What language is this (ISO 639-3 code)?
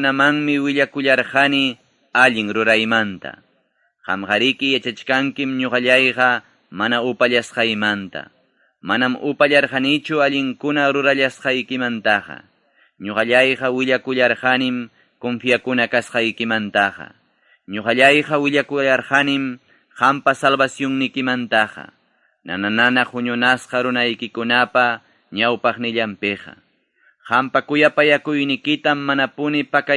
quy